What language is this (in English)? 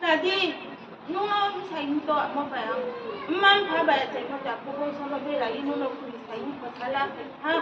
Riang (India)